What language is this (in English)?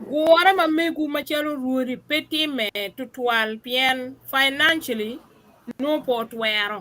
Acoli